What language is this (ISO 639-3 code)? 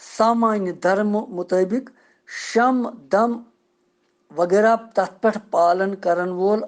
kas